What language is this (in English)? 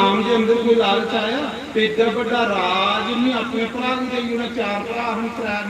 Dogri